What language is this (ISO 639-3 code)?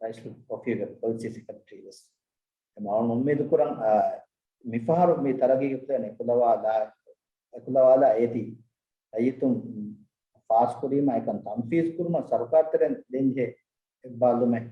div